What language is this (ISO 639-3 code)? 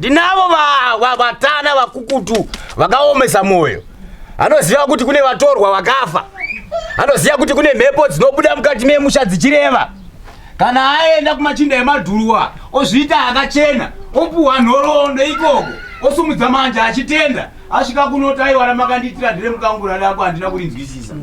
sna